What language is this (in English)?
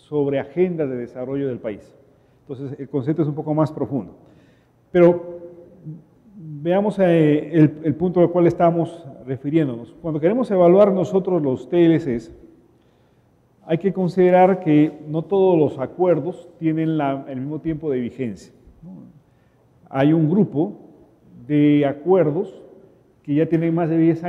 Spanish